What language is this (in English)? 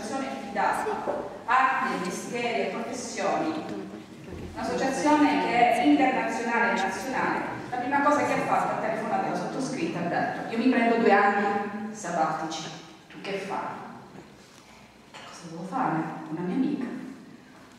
Italian